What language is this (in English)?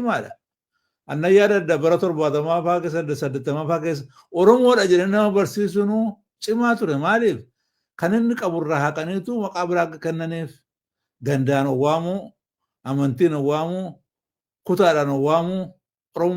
Oromo